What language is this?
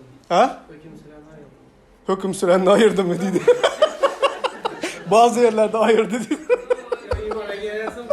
Turkmen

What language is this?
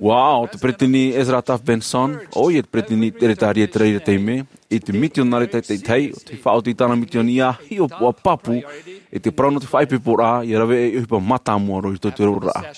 Tahitian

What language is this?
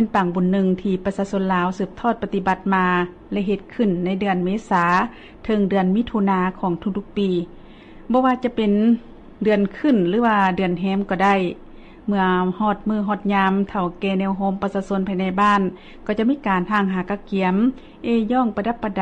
Lao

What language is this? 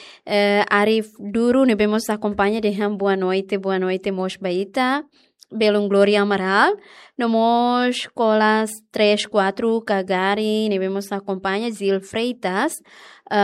Tetum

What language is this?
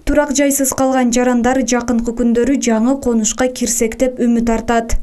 Kyrgyz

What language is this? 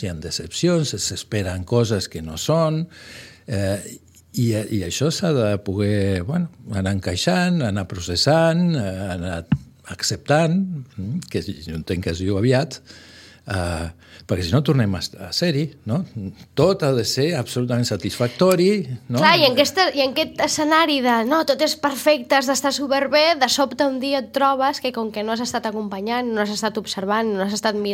Catalan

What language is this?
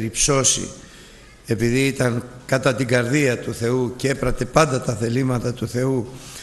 Greek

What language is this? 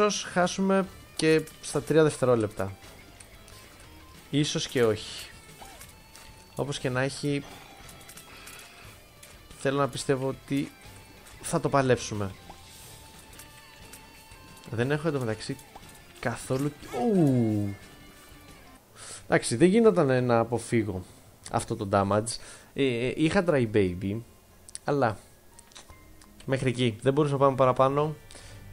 Greek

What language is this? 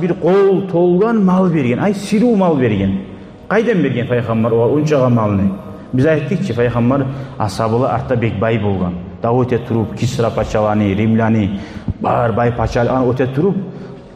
Kumyk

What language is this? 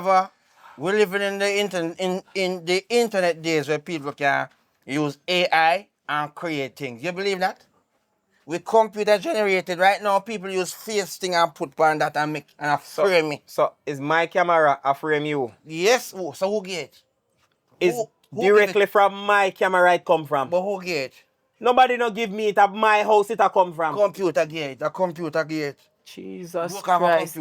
Jamaican Creole English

